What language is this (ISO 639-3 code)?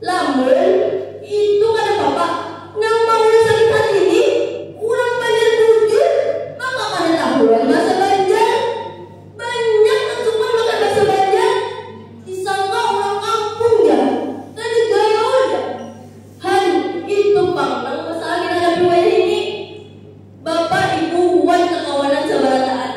bjn